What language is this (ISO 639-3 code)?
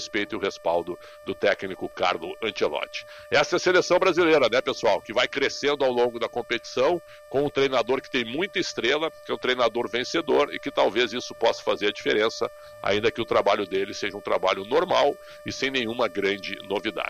por